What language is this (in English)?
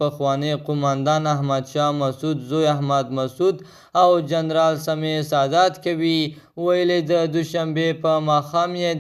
Pashto